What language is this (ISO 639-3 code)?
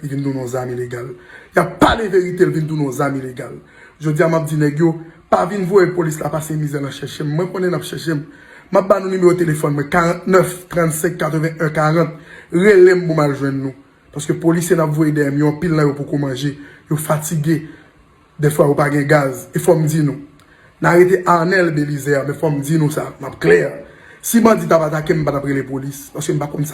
hat